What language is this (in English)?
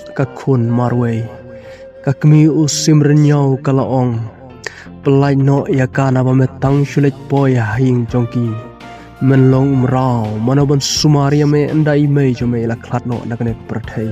Khasi